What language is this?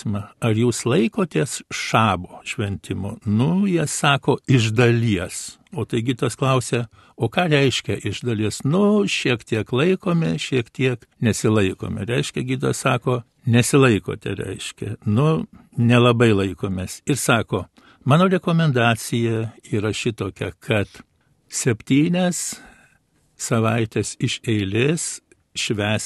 Lithuanian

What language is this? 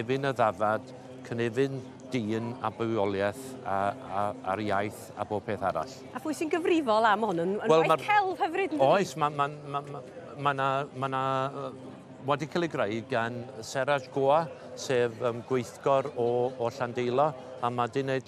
Welsh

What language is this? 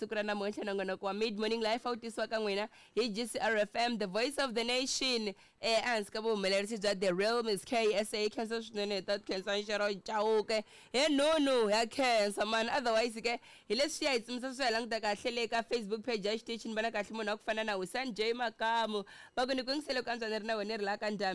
Tsonga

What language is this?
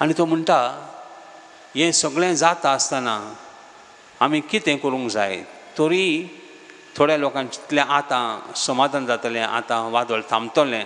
Konkani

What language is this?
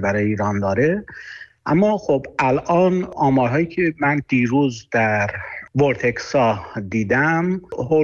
Persian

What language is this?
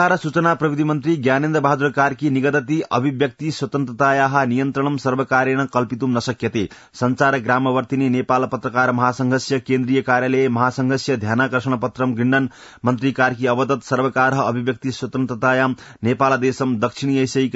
Sanskrit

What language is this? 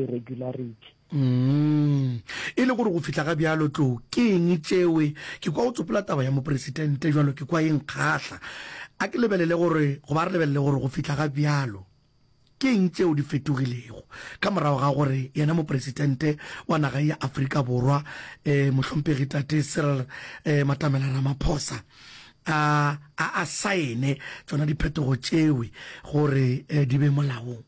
Northern Sotho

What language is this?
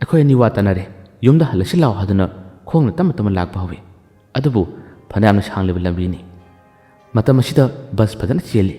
Manipuri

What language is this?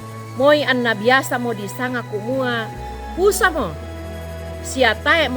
Toraja-Sa'dan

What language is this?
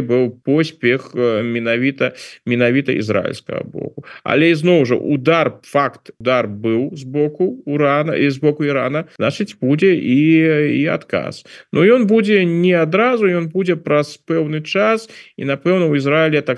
Belarusian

